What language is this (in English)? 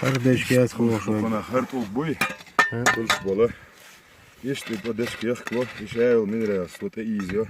Chechen